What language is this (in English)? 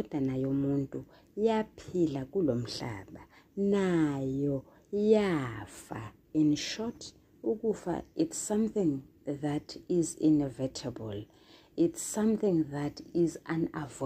Zulu